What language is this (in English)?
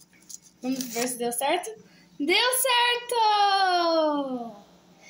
Portuguese